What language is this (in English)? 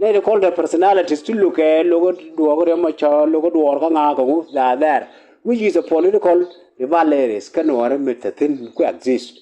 Nuer